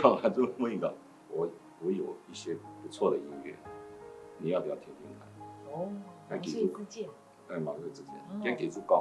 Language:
Hakka Chinese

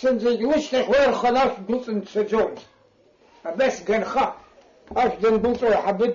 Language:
Abkhazian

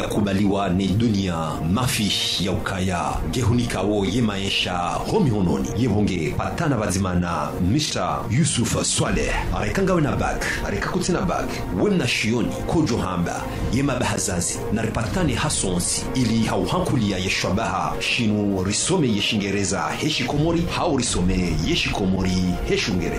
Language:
Ngazidja Comorian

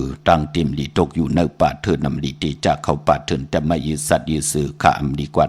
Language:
Shan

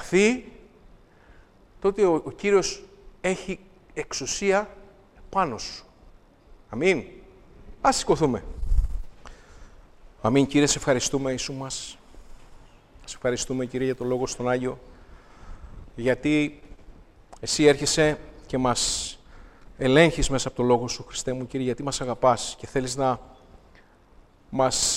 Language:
Greek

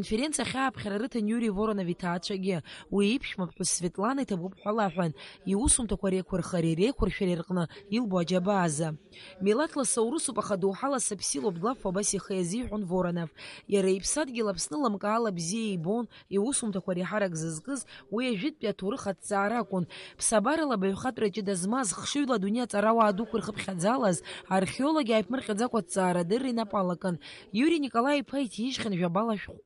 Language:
Abkhazian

